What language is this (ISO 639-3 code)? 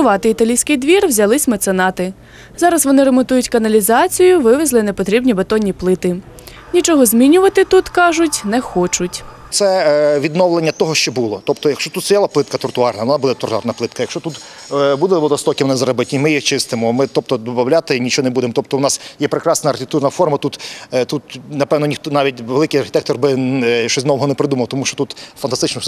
ukr